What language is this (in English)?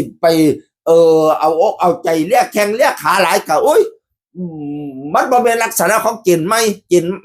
Northeastern Thai